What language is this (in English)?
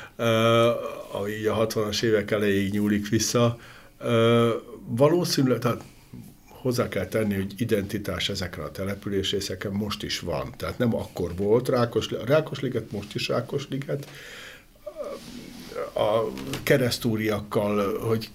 Hungarian